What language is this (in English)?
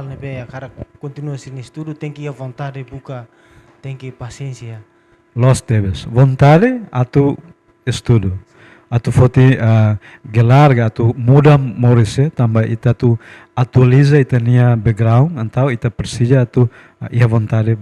Tetum